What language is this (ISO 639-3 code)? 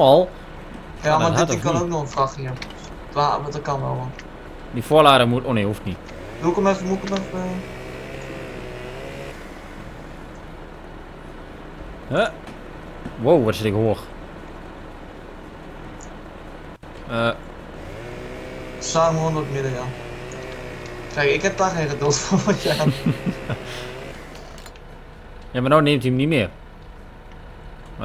nld